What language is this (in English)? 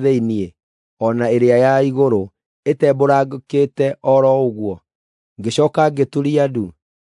Kikuyu